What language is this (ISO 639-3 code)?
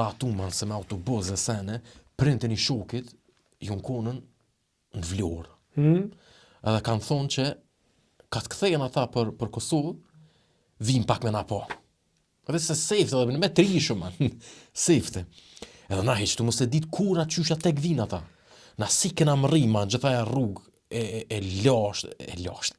sqi